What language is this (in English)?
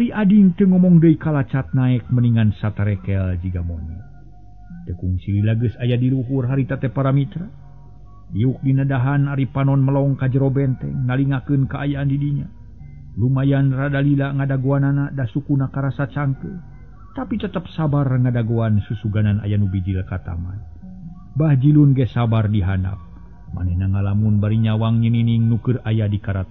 Sundanese